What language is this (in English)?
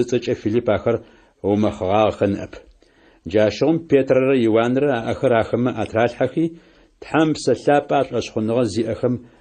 Adyghe